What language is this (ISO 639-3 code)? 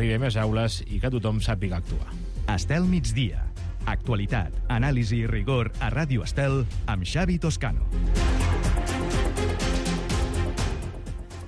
cat